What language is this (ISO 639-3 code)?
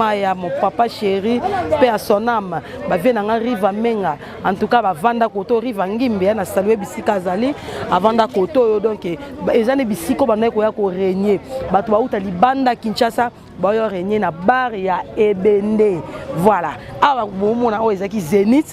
lin